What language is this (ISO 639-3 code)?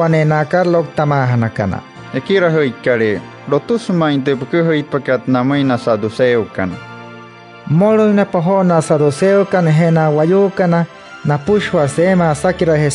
guc